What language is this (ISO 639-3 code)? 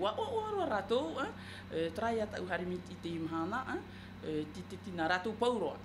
tah